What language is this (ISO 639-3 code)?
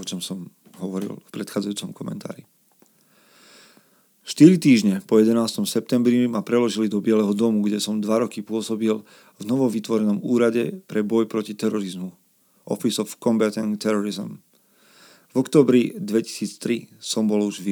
slk